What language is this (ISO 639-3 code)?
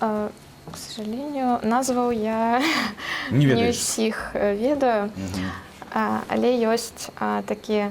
bel